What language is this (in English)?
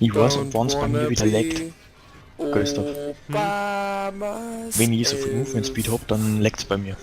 Bavarian